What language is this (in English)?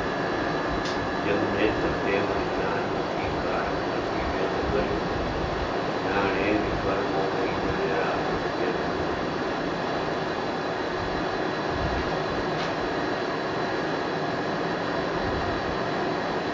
Gujarati